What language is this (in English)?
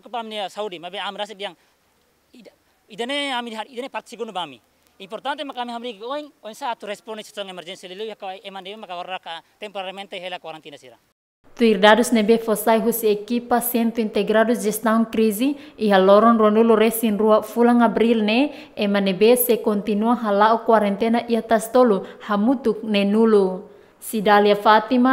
Tetum